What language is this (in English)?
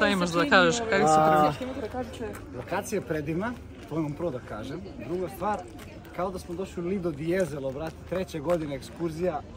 Serbian